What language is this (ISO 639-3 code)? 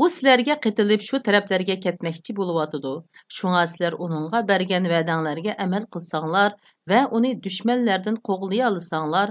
uig